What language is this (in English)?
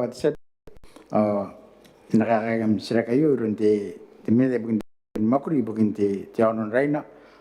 Gilbertese